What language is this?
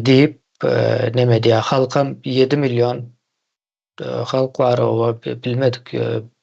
Turkmen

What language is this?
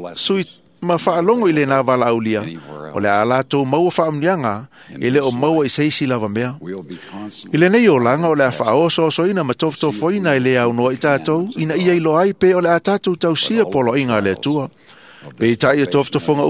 Samoan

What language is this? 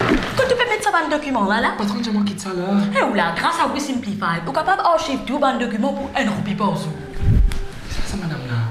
Morisyen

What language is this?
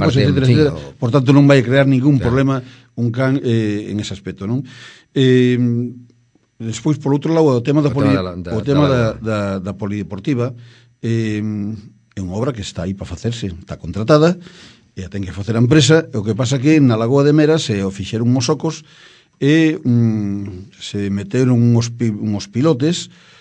Galician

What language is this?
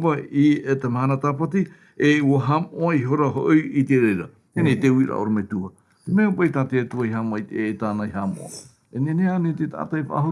Tahitian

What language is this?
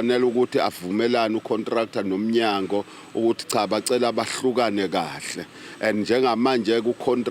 Zulu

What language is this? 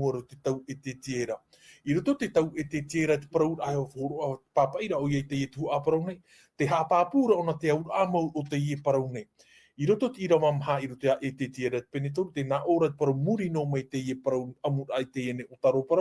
Tahitian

